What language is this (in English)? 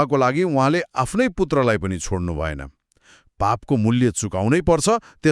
Nepali